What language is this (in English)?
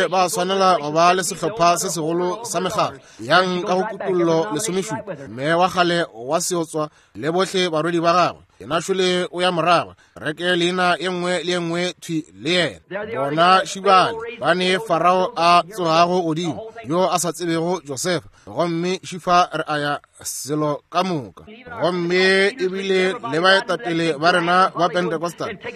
Northern Sotho